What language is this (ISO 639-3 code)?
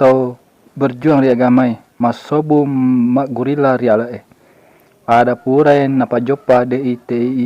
bug